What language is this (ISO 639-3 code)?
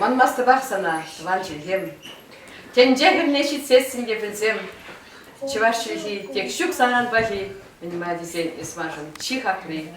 chv